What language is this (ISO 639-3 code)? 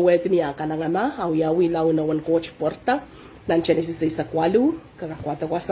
pon